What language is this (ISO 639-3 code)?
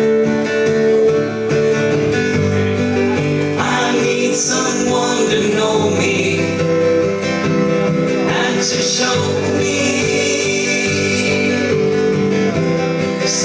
eng